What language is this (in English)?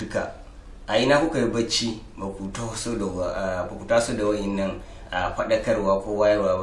Hausa